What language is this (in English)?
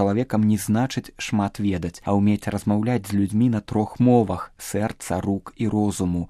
Belarusian